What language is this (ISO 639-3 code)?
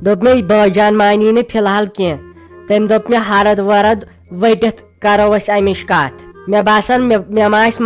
kas